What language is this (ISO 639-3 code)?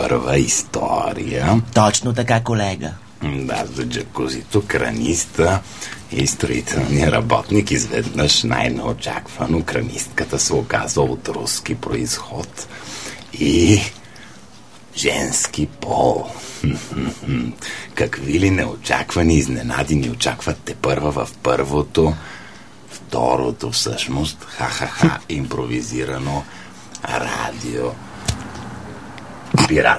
bul